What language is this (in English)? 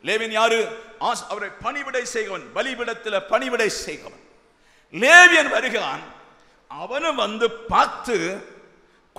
Tamil